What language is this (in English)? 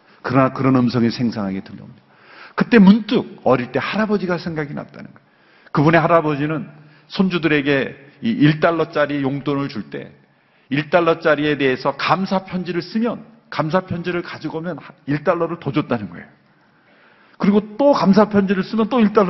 Korean